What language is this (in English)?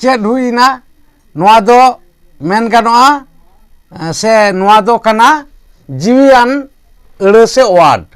Santali